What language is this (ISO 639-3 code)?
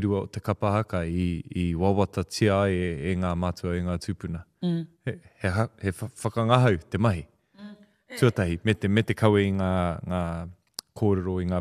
mri